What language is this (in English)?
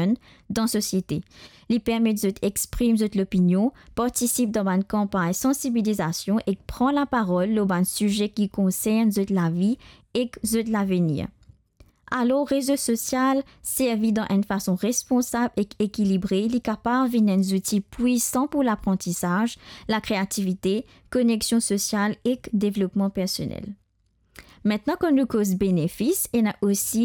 Morisyen